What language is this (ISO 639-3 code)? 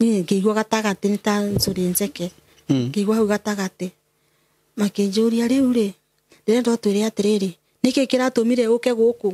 kik